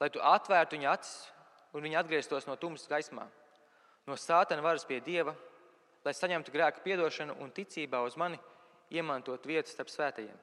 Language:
Latvian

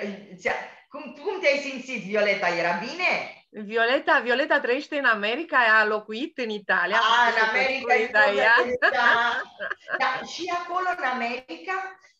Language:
Romanian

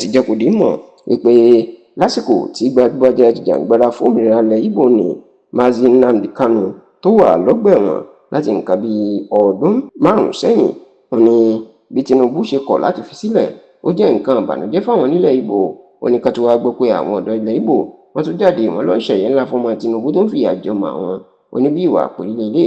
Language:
Yoruba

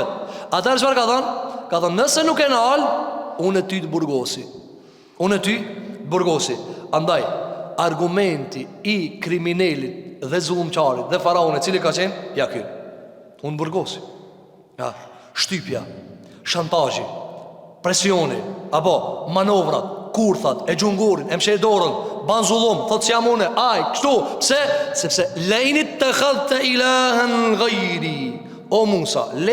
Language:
Albanian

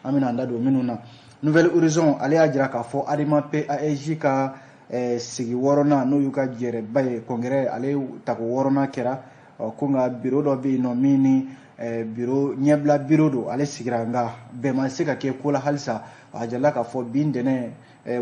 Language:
Bambara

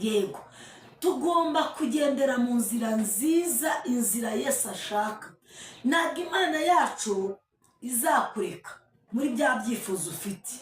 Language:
Kinyarwanda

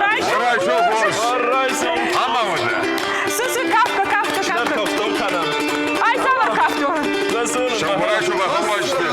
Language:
Ossetic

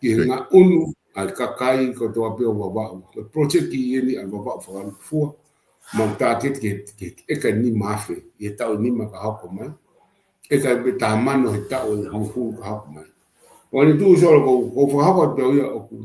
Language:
Tongan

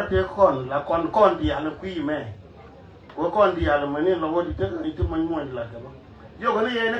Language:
Nuer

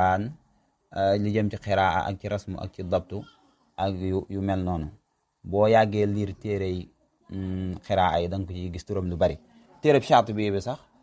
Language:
Wolof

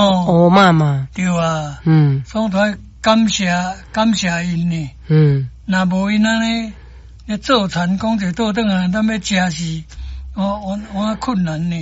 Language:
Min Nan Chinese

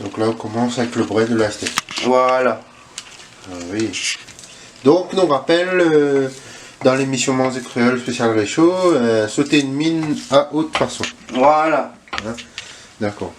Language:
Réunion Creole French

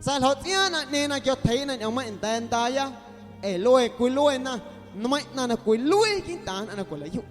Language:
Guerrero Amuzgo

